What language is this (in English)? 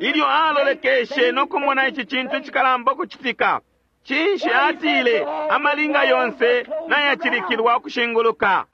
Bemba